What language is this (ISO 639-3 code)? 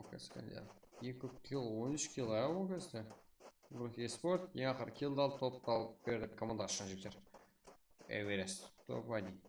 kaa